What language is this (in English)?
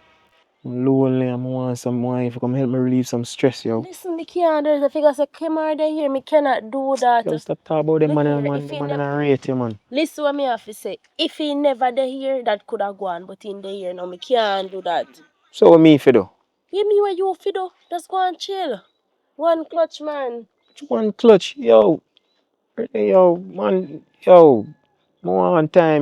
Jamaican Creole English